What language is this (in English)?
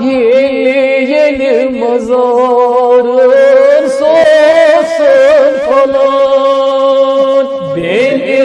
Kashmiri